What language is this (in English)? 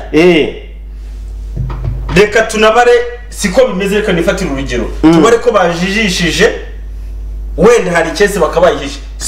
Kinyarwanda